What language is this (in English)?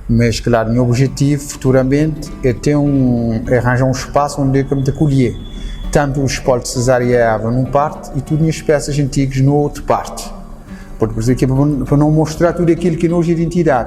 Kabuverdianu